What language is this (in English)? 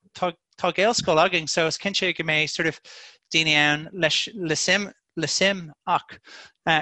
Irish